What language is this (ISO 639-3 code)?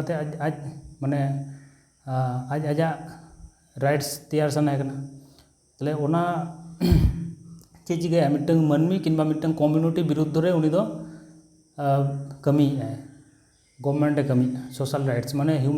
sat